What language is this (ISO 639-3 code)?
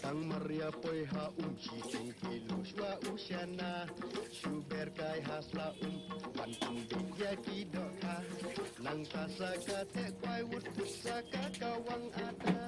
kha